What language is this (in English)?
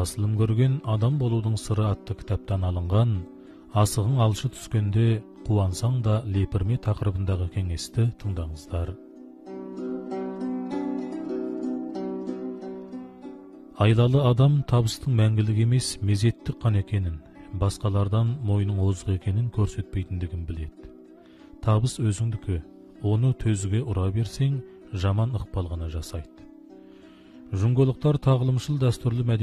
Kazakh